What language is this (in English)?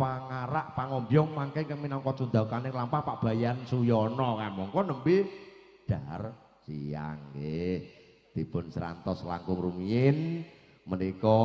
Javanese